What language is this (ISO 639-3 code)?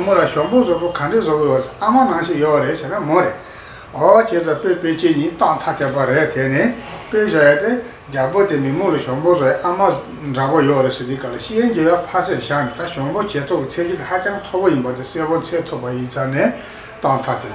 bod